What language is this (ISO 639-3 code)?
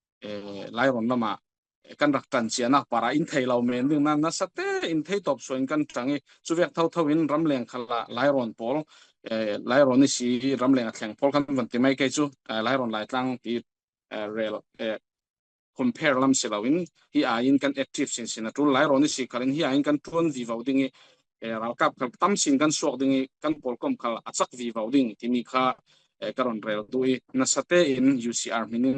cfm